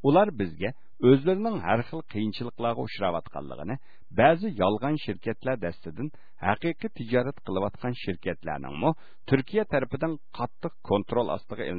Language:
Uyghur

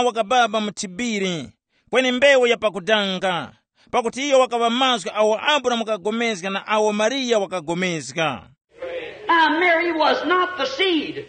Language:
Tumbuka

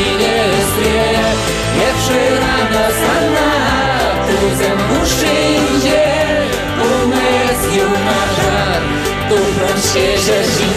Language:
Chuvash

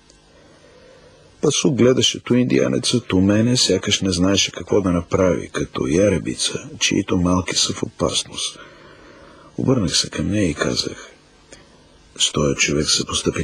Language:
Bulgarian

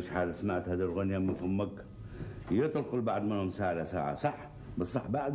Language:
Algerian Arabic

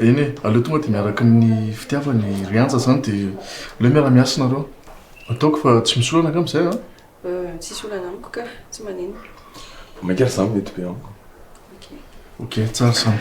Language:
Malagasy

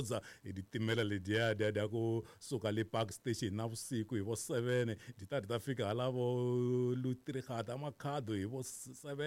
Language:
Tsonga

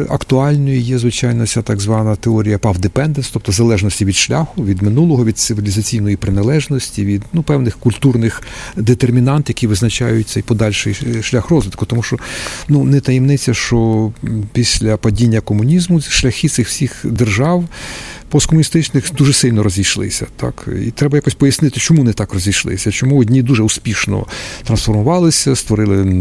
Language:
Ukrainian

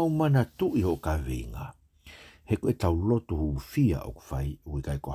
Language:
Tongan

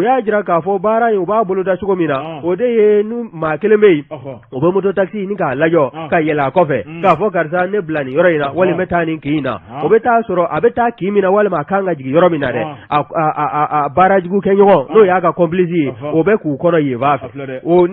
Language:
Bambara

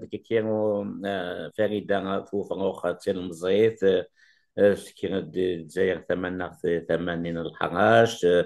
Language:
Kabyle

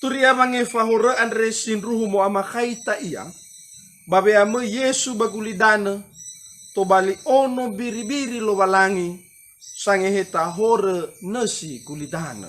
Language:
Nias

